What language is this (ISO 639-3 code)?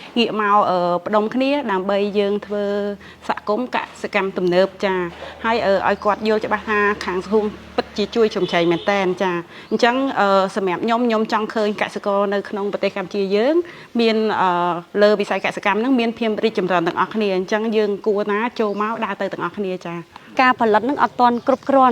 khm